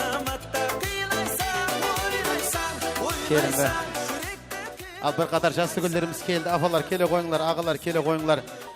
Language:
Kara-Kalpak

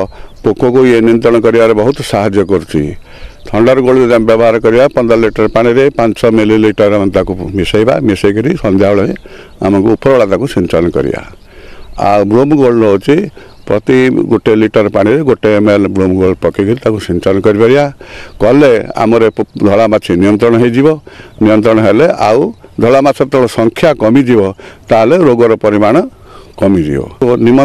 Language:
Odia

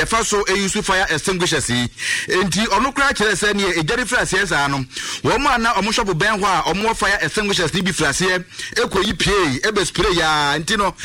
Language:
Akan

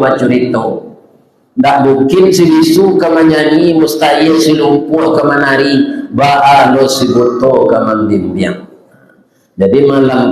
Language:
Minangkabau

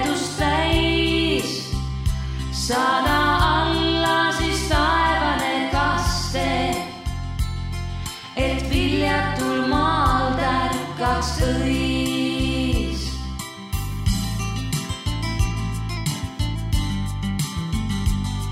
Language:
Estonian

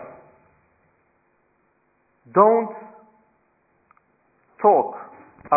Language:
English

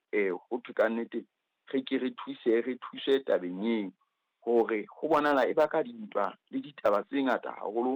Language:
Southern Sotho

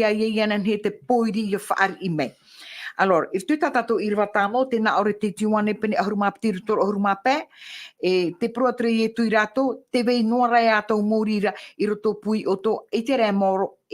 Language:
Tahitian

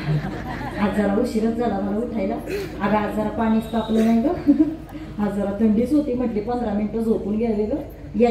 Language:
Marathi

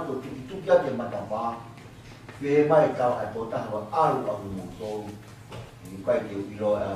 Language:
Tongan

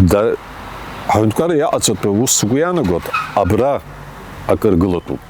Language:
Abkhazian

